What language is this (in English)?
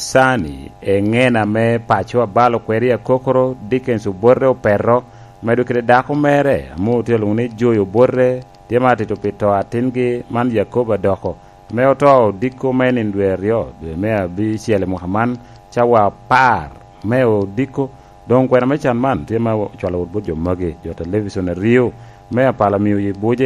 Lango (Uganda)